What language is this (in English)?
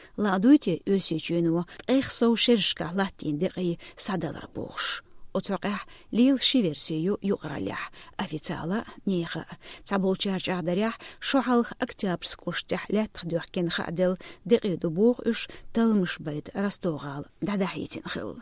Chechen